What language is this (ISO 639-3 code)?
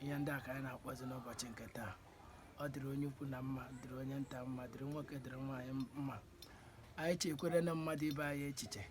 ibo